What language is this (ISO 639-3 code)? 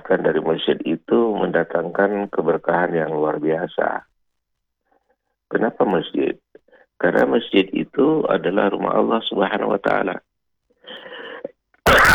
ind